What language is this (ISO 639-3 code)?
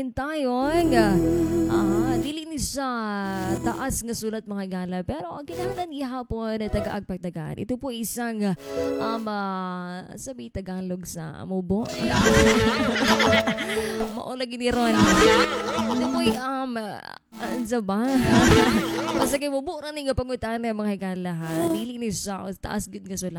ceb